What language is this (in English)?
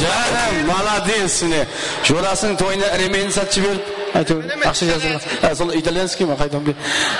Kara-Kalpak